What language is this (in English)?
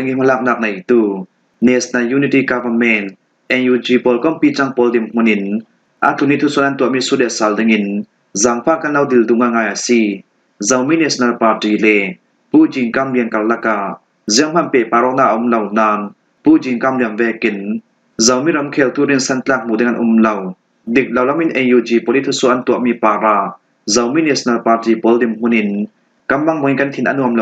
Falam Chin